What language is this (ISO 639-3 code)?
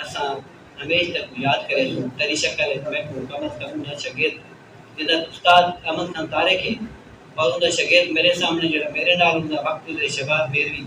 skr